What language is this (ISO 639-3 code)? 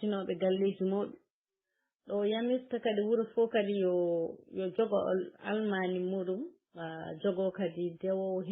ful